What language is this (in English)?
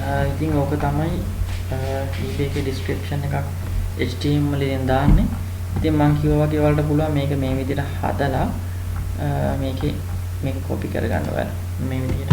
Sinhala